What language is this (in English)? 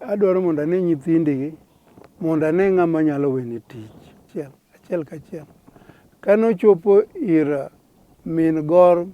Luo (Kenya and Tanzania)